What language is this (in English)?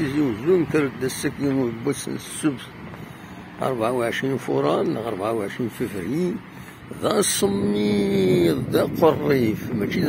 Kabyle